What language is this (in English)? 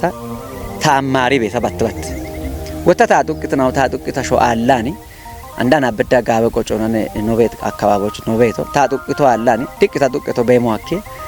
Kafa